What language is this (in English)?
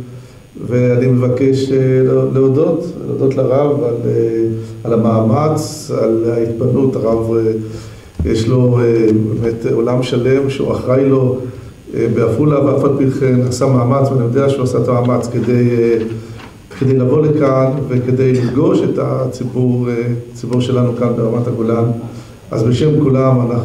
Hebrew